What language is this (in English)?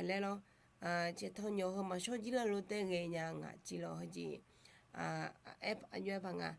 Akha